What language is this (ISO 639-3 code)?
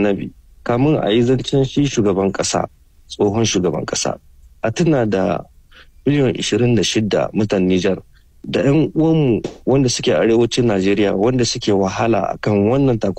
hau